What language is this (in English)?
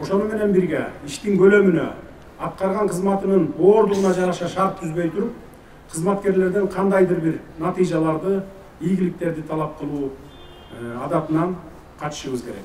Kyrgyz